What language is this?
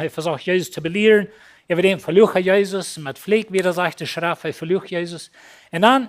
Plautdietsch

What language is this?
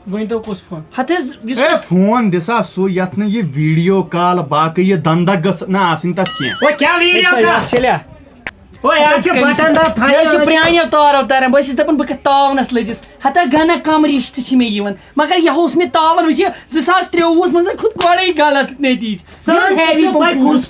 Kashmiri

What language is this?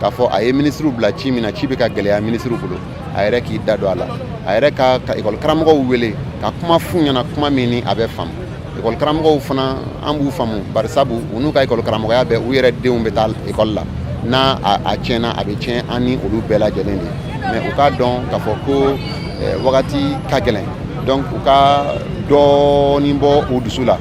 Bambara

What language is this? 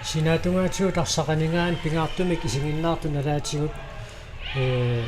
Kalaallisut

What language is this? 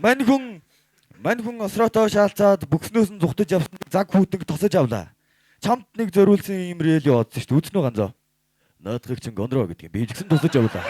Mongolian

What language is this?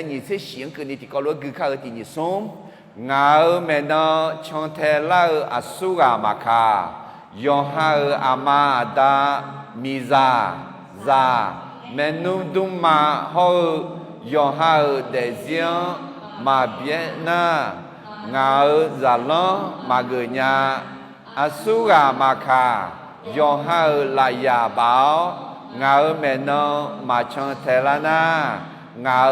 Akha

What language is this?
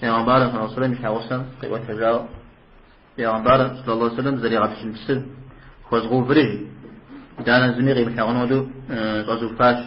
Kabardian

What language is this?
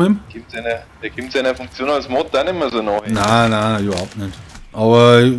Bavarian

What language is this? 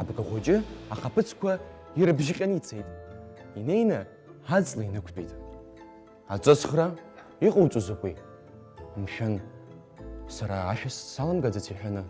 Abkhazian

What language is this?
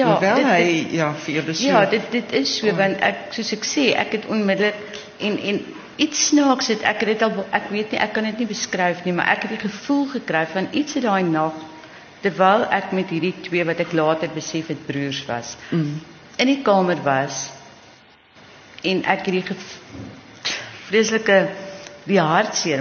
Afrikaans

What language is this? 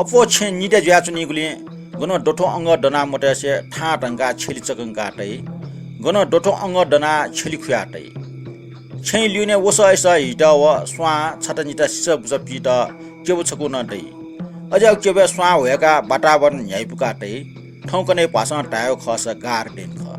Newari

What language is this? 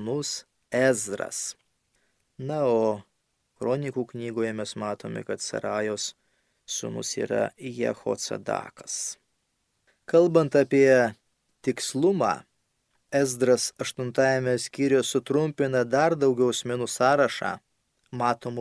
Lithuanian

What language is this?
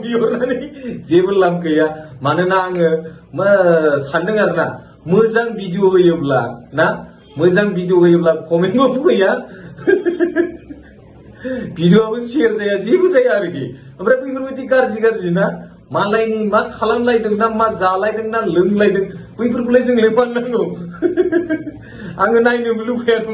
Bodo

